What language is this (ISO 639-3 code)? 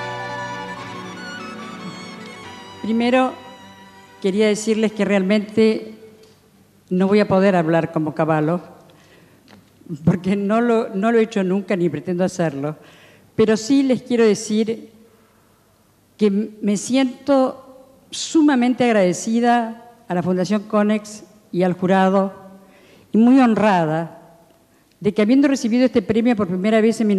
spa